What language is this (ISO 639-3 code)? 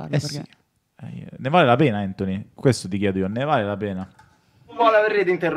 ita